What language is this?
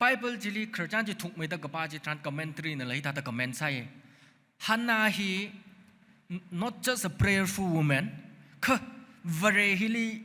Tangkhul Naga (India)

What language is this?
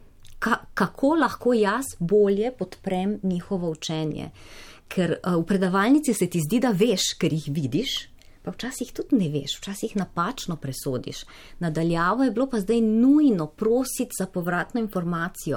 Slovenian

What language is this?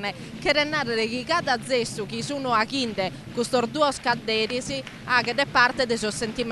Sardinian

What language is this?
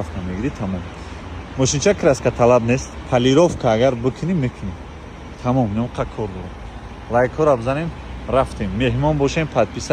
Tajik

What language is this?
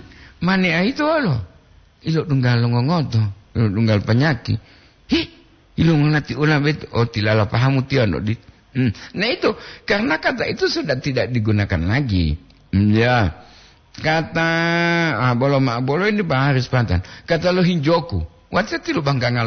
Gorontalo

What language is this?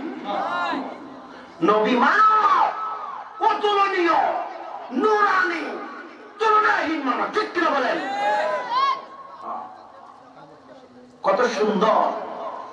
Bangla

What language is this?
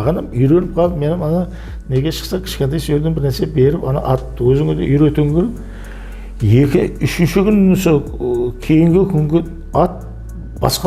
Kara-Kalpak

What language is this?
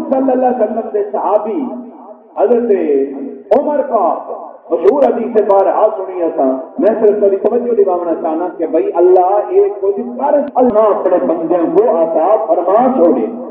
Saraiki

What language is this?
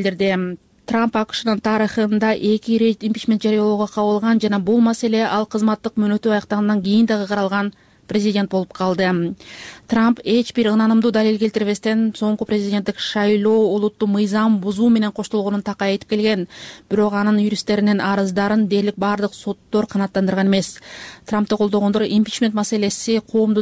Kyrgyz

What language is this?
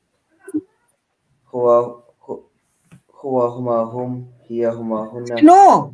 Filipino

